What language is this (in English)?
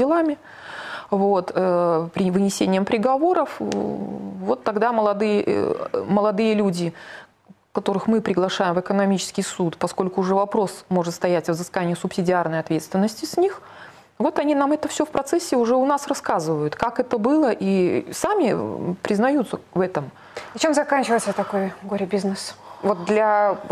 Russian